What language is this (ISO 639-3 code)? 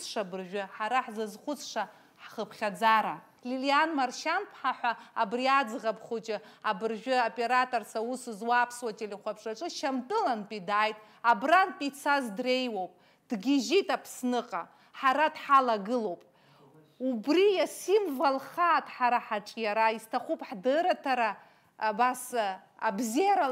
abk